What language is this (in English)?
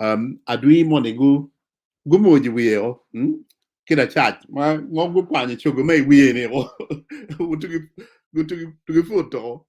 Acoli